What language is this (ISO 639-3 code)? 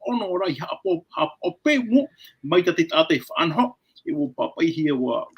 tah